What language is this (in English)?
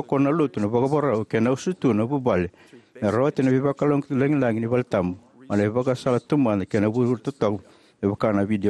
Fijian